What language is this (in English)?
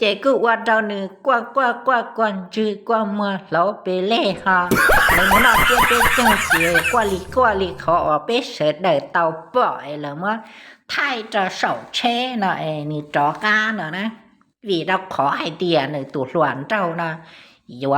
Hmong